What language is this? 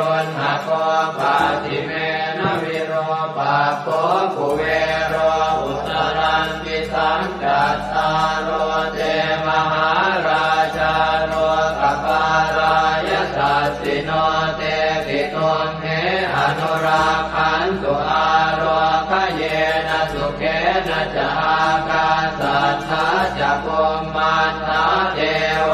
Pali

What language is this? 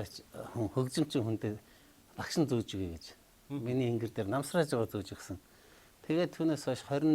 Mongolian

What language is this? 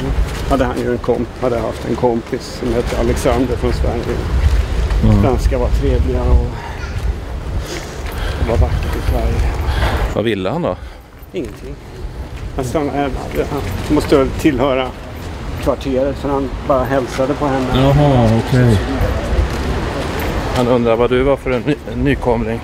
Swedish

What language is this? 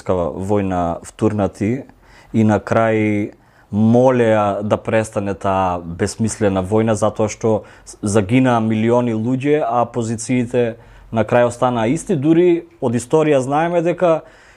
Macedonian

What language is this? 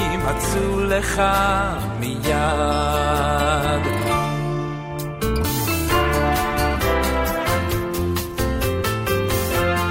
Hebrew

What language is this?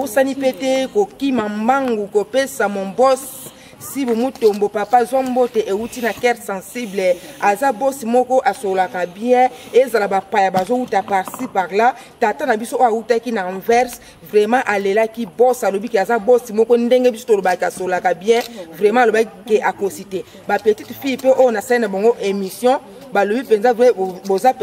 Lingala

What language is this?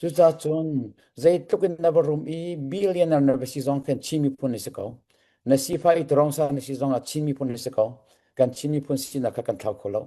Hakha Chin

